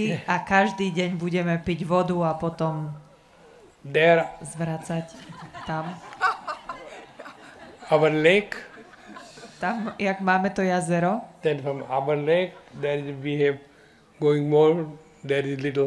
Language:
Slovak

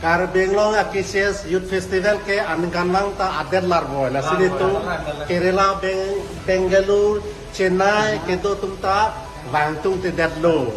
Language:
Karbi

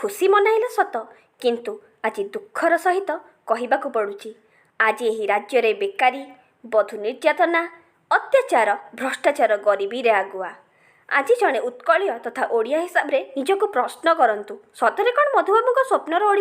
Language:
Odia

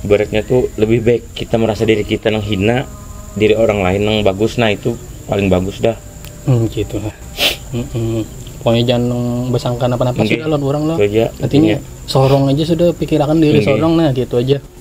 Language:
Banjar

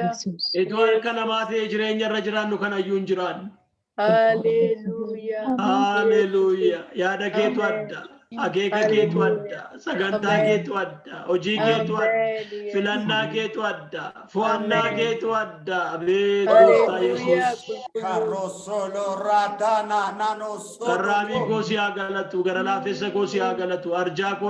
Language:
Oromo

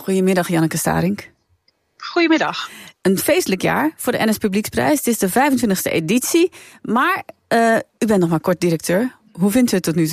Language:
Dutch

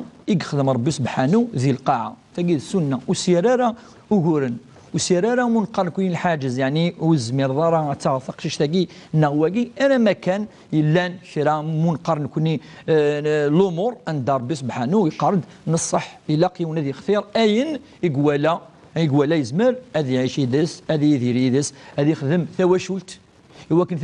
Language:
Kabyle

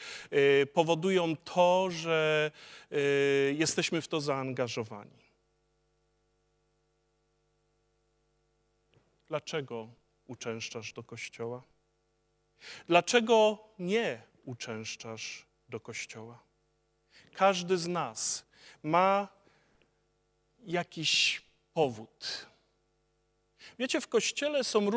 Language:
Polish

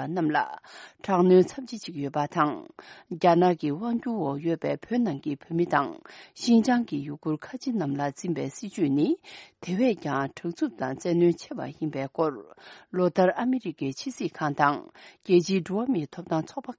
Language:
Tibetan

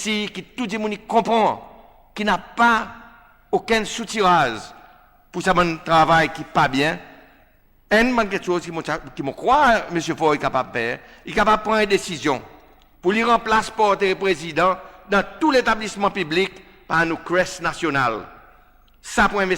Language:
Seselwa Creole French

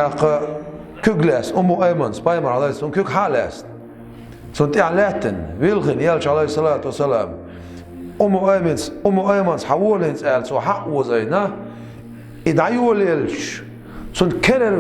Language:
Chechen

